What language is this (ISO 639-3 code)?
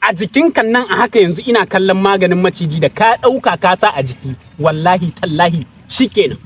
hau